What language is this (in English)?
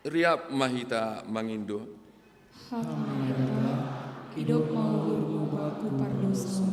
Batak Simalungun